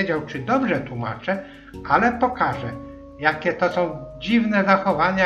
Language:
Polish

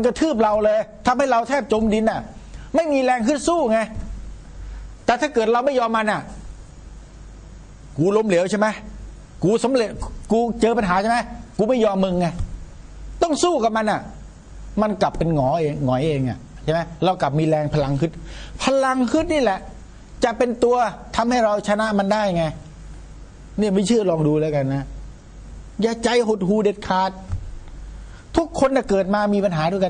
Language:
Thai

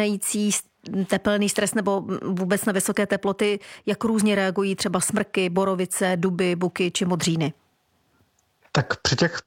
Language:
Czech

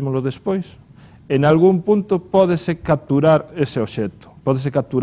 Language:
Galician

